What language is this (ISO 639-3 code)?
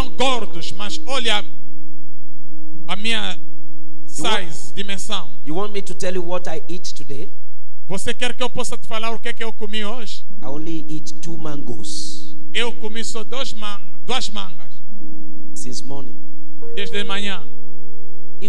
por